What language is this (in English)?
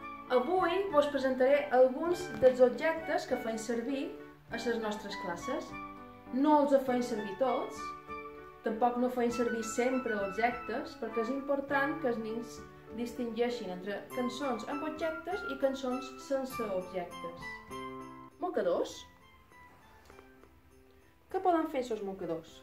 Catalan